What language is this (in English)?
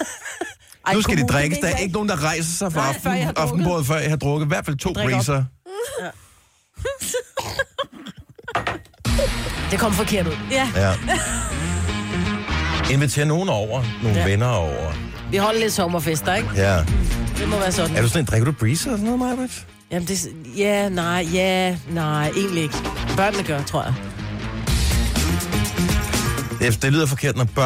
Danish